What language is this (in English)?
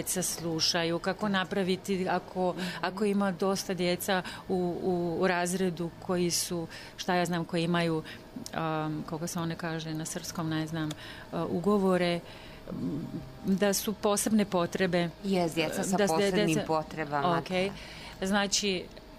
Serbian